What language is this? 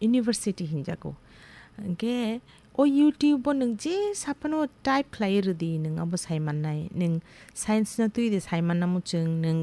Kok Borok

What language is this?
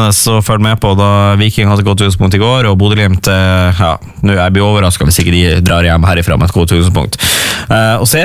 Norwegian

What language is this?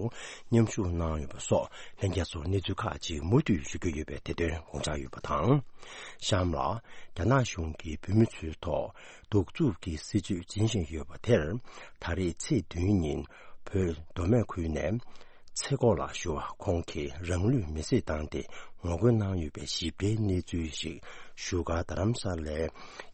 Tibetan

